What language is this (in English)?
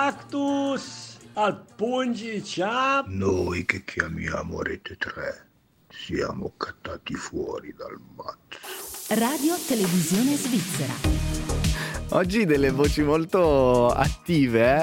Italian